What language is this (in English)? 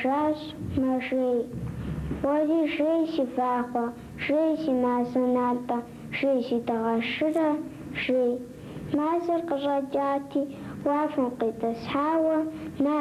Kabardian